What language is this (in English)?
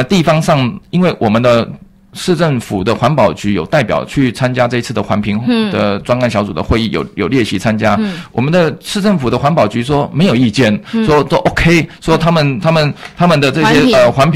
Chinese